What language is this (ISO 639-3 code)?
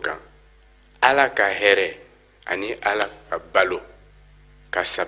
bam